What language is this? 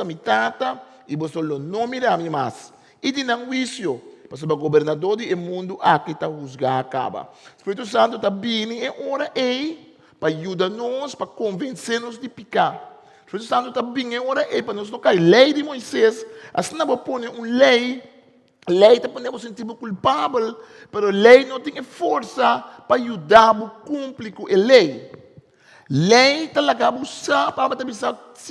Papiamento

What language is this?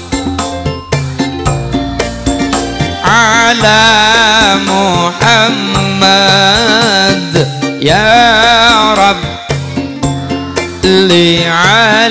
Javanese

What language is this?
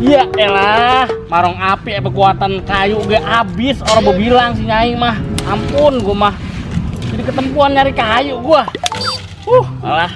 Betawi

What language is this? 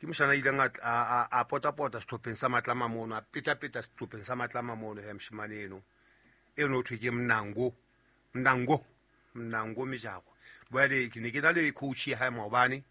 Southern Sotho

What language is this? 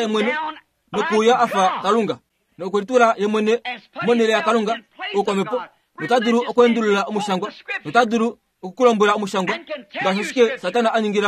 Kuanyama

